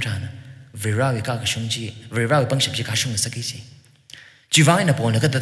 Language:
Tangkhul Naga (India)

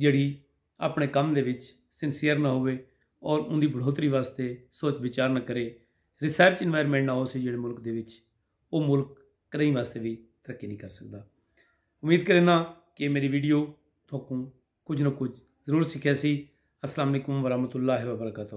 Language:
Saraiki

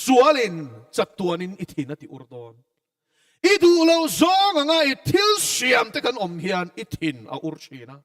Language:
Mizo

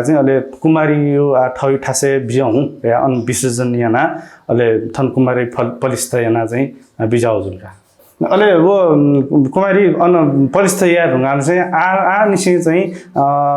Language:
Newari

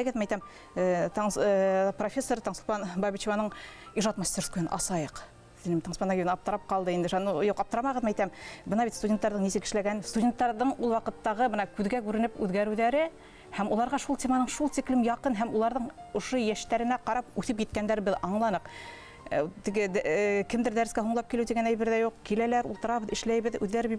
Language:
Bashkir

